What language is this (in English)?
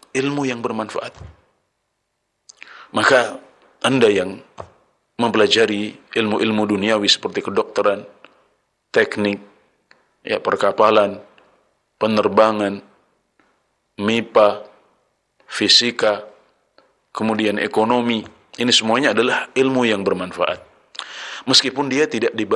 Indonesian